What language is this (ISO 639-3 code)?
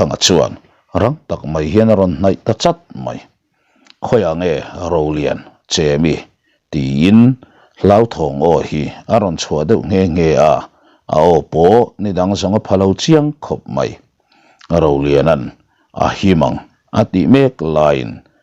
lus